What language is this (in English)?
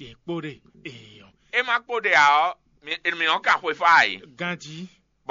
Fon